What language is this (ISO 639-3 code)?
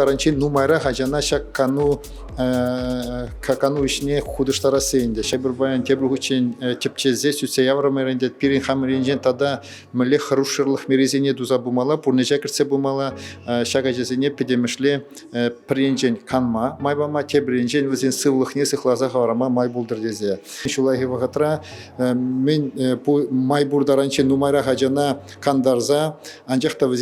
chv